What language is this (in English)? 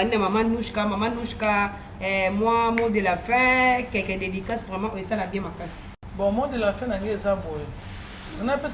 Lingala